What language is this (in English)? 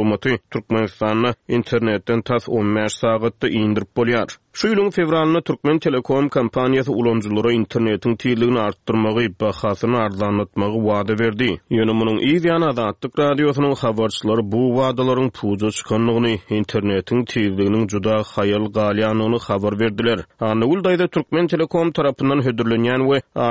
Turkmen